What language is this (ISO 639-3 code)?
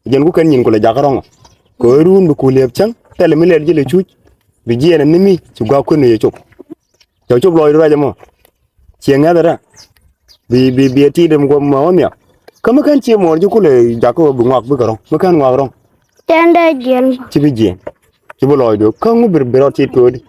nus